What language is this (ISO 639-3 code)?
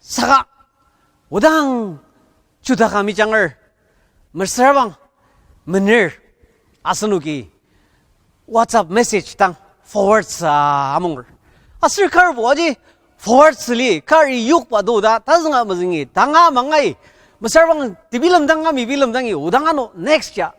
njo